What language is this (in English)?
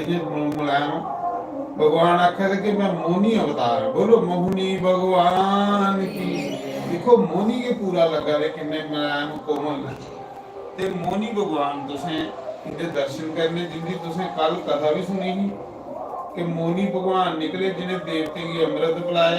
Dogri